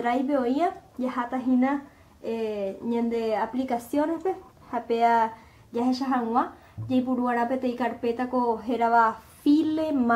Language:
Guarani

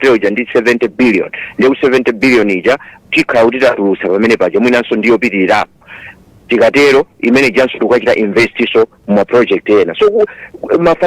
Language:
Nyanja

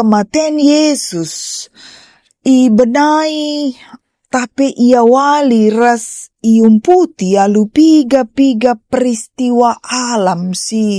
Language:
Batak Karo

